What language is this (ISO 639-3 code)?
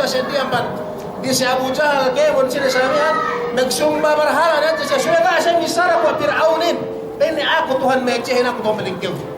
yka